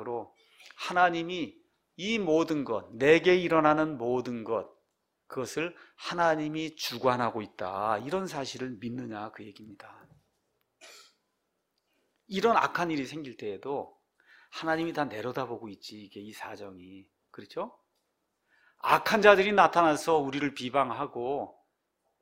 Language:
Korean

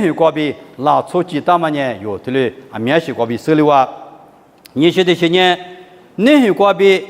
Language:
Lisu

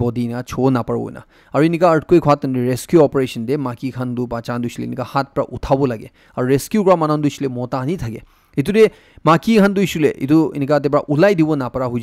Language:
Naga Pidgin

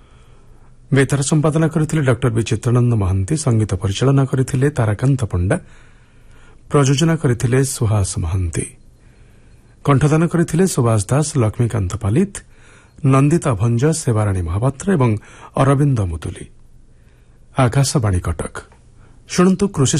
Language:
Odia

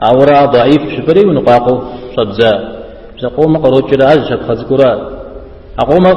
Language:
Kabardian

